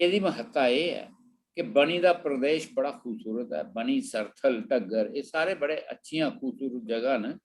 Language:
Dogri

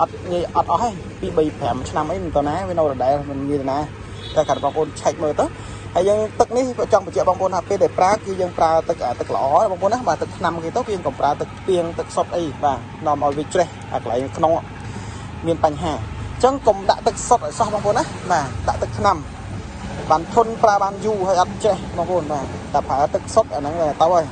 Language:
Khmer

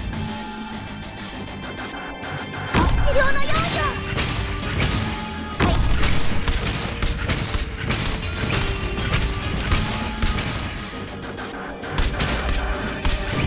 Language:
Japanese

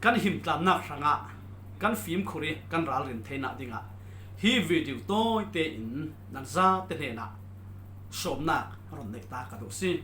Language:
Falam Chin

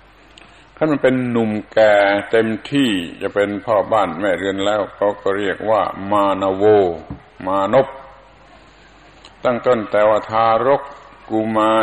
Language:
Thai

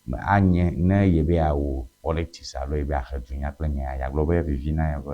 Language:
Ewe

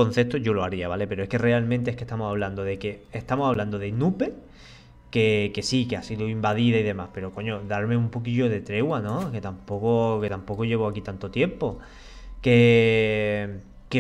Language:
Spanish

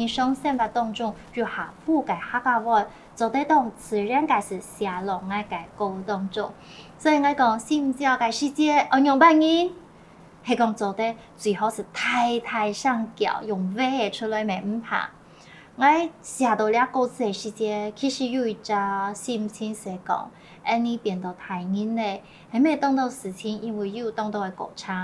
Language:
Hakka Chinese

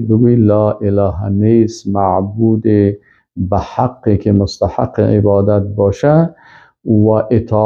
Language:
Persian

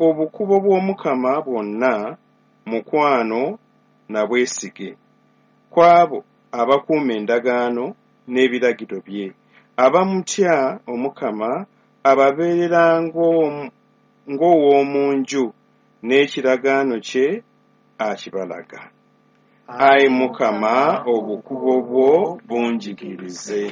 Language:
Ganda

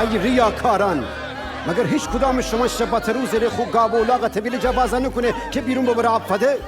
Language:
Gilaki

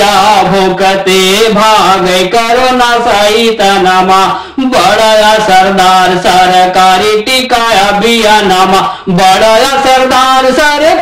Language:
Bhojpuri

